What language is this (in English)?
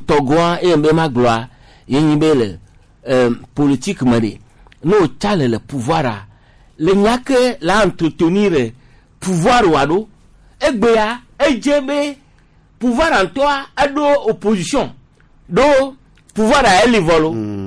Gen